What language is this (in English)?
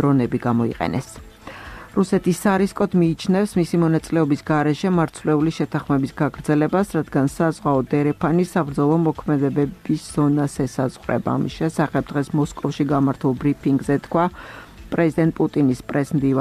Georgian